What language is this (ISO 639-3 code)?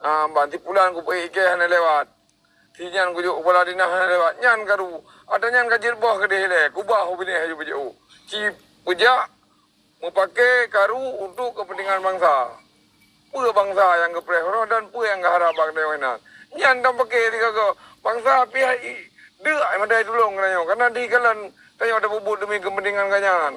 ace